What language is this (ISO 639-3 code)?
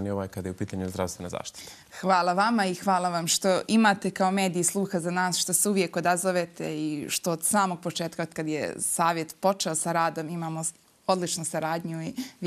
bos